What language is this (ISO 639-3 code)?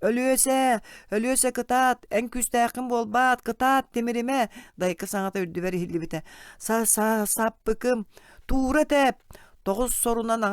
sah